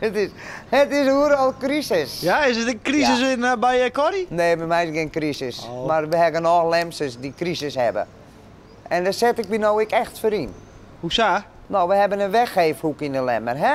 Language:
Western Frisian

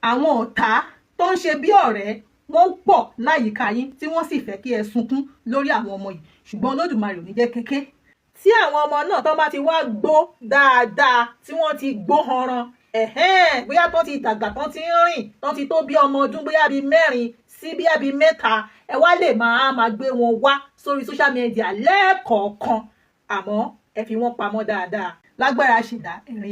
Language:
Yoruba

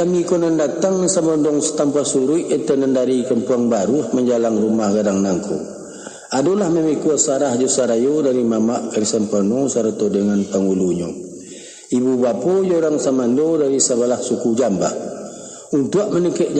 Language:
Minangkabau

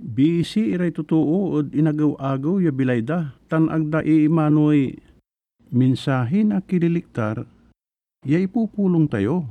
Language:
Pangasinan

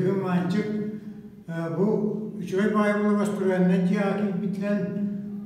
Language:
Yakut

